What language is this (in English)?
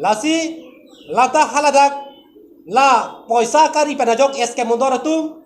Karbi